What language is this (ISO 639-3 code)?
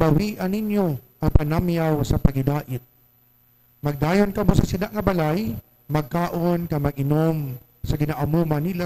hil